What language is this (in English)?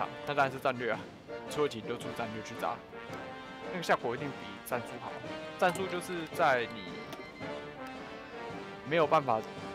Chinese